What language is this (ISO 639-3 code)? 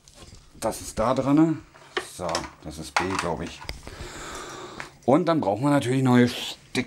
deu